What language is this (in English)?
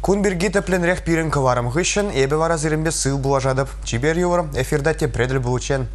Chuvash